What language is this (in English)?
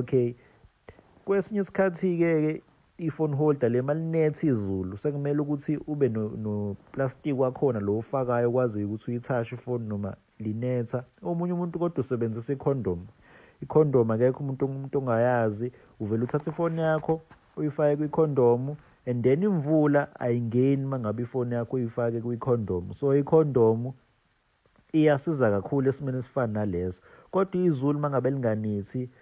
Zulu